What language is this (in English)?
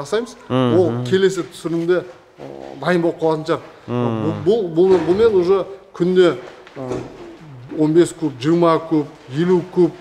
Kazakh